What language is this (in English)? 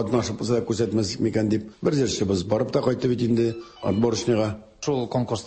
Tatar